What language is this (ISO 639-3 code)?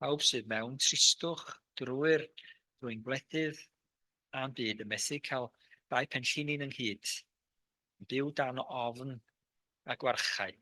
cym